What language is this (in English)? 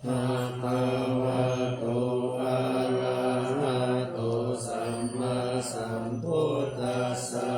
Pali